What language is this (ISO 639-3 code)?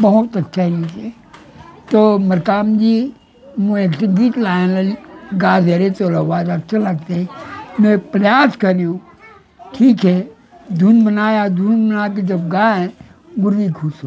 hne